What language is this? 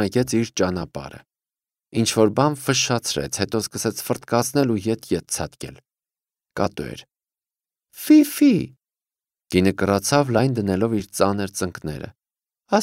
Armenian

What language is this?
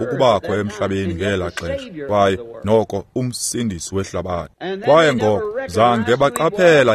Xhosa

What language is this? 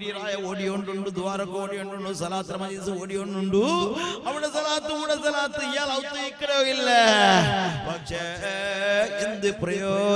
Malayalam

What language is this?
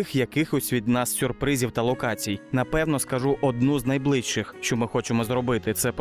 Ukrainian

